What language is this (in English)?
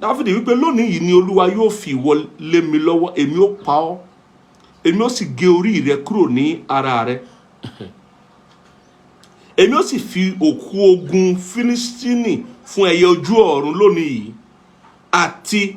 Yoruba